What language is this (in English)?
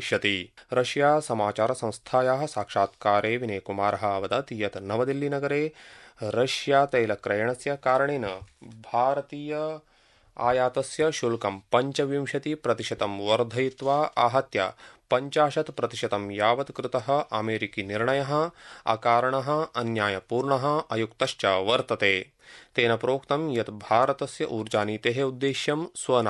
Sanskrit